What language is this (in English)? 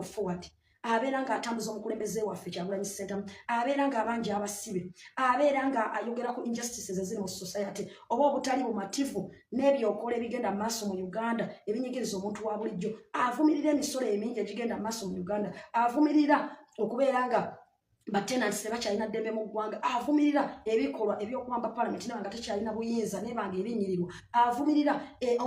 Ganda